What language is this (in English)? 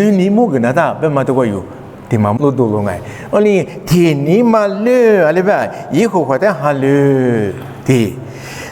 Lisu